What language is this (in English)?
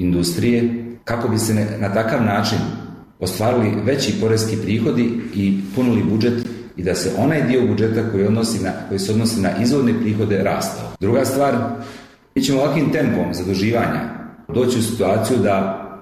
Bosnian